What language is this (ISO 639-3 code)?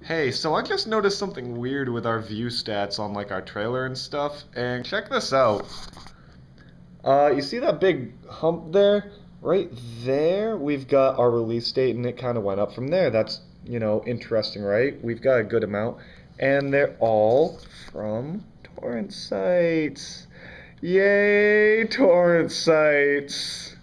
eng